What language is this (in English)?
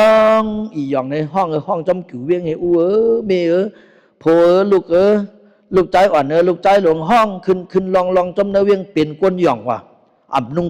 Shan